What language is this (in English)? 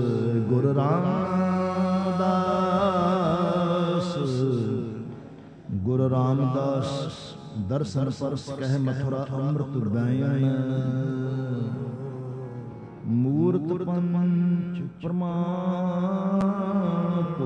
Punjabi